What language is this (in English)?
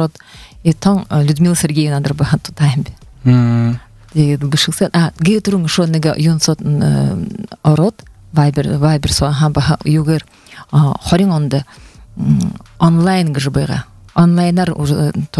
Buriat